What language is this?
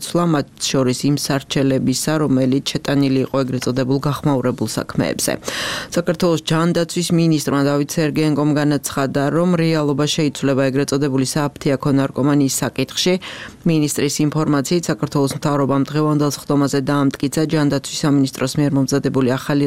Georgian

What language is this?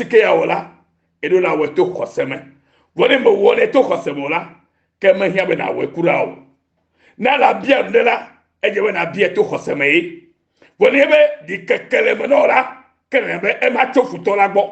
Ewe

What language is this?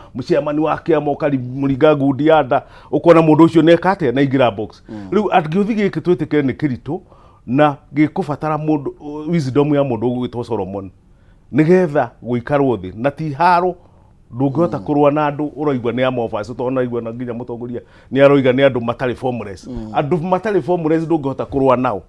Kikuyu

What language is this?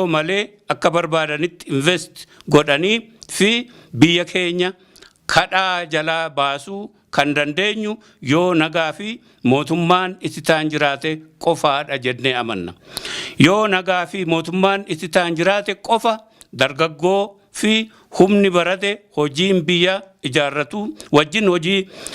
Oromo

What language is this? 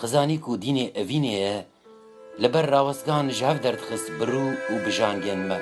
Kurdish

